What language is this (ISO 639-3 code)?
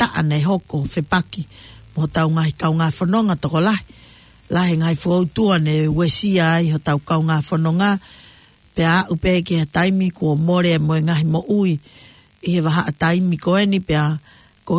ton